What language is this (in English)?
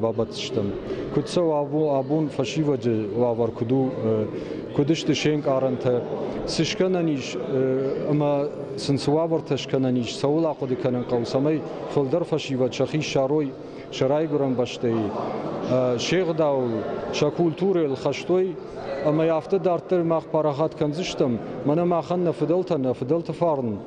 Ossetic